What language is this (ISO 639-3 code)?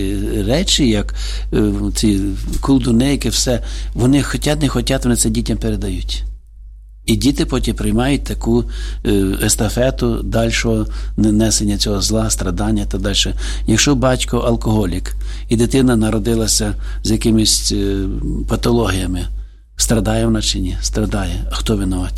ukr